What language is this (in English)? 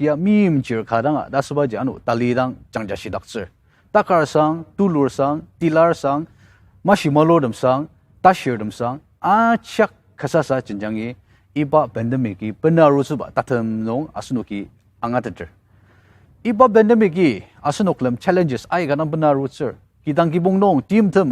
Ao Naga